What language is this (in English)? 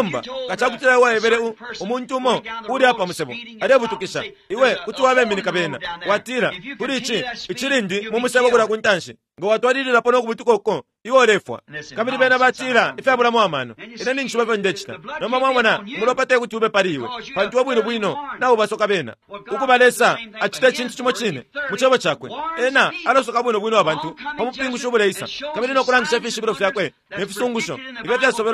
Bemba